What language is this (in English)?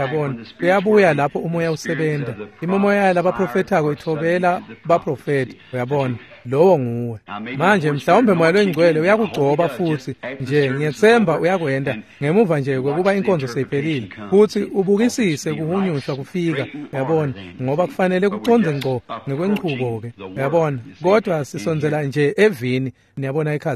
Swati